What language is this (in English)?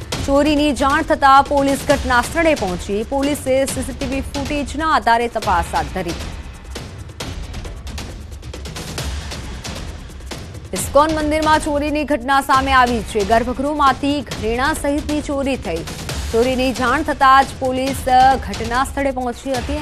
Gujarati